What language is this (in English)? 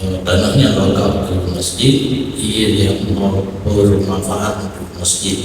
Achinese